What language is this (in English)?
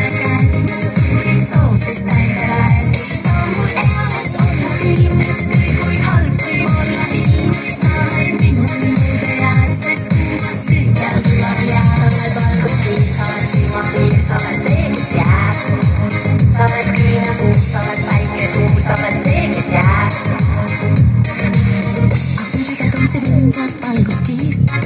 Estonian